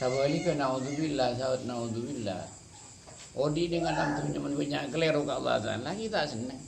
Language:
Madurese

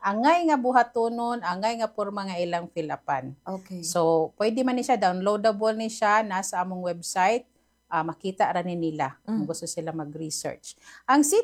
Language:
Cebuano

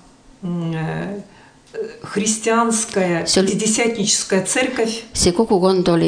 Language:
Estonian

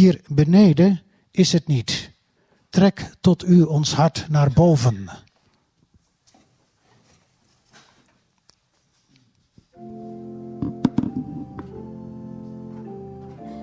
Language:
Dutch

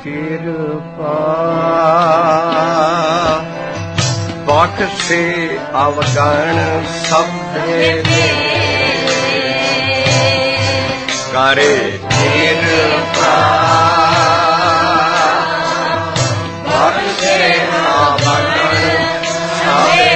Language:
Punjabi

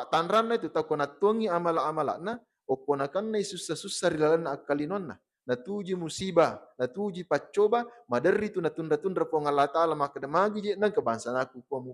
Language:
Buginese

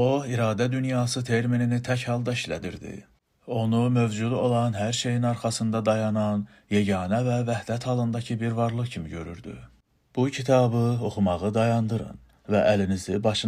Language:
Azerbaijani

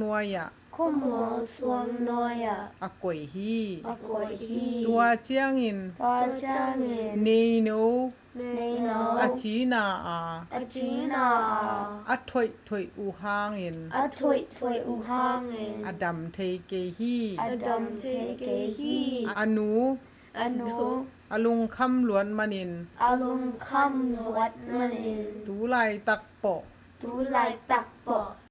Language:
Tedim Chin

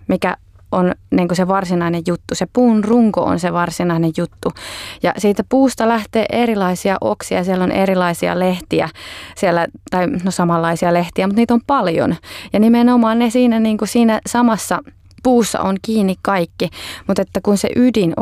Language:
Finnish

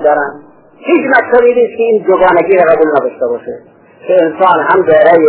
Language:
Persian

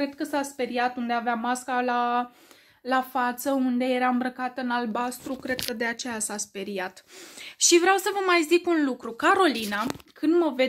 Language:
Romanian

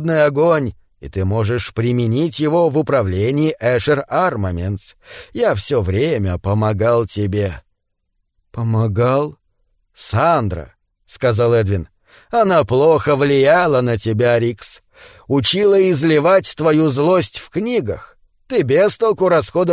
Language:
Russian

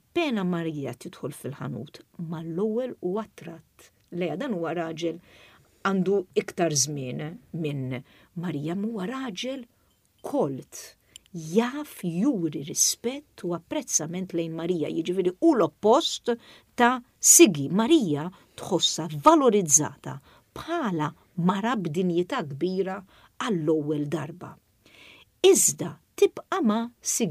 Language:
Maltese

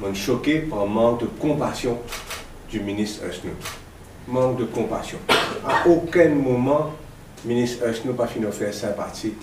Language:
Morisyen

